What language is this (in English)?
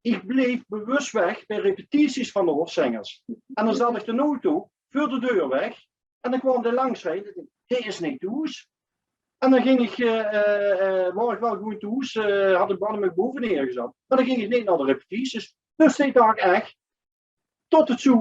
Limburgish